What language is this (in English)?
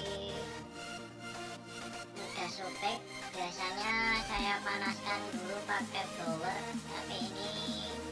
Indonesian